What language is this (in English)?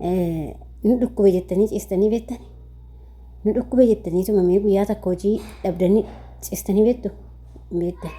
Oromo